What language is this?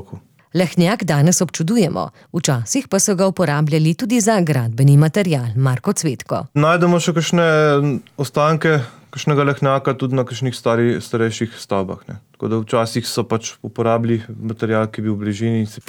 Slovenian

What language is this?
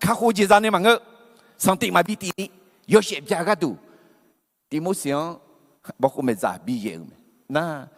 Akha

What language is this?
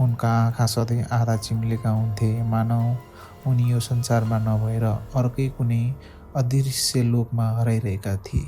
Nepali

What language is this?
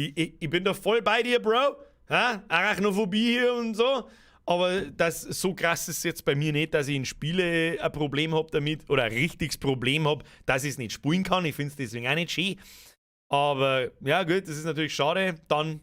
Bavarian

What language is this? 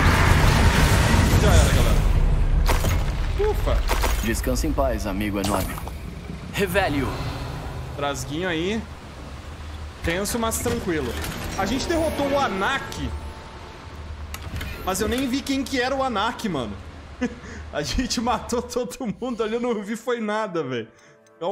Portuguese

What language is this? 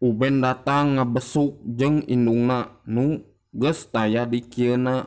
Sundanese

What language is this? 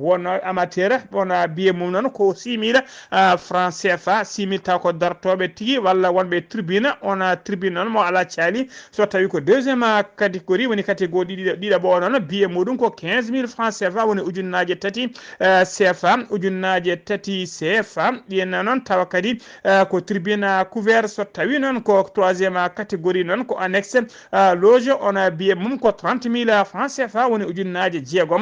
Fula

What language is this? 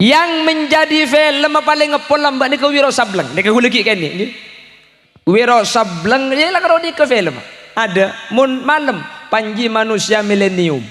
Madurese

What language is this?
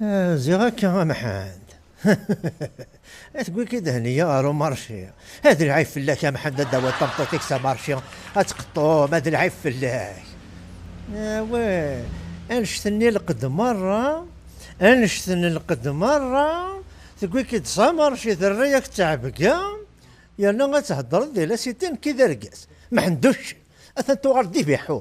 Kabyle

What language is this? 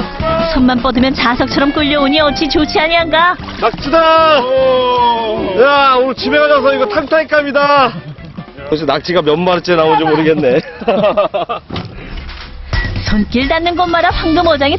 Korean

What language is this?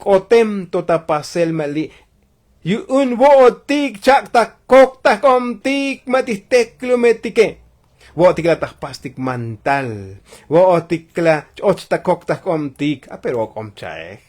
Tzotzil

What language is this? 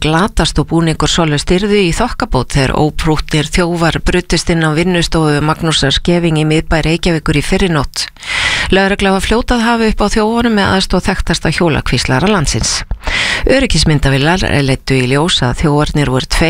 Icelandic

